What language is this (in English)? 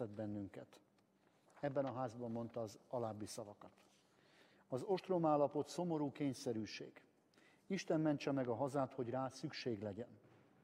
Hungarian